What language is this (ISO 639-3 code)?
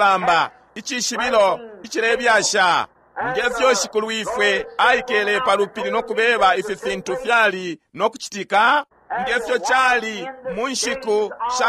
bem